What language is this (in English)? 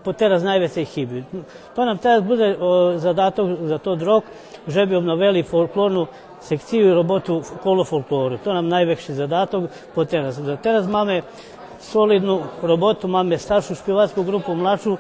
Rusyn